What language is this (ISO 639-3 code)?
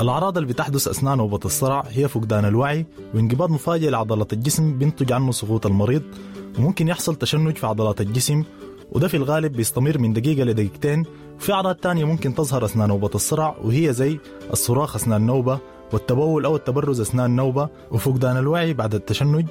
apd